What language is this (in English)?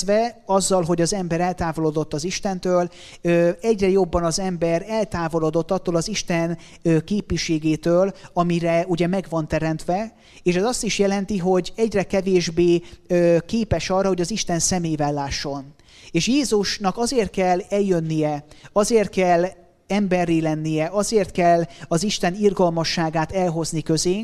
Hungarian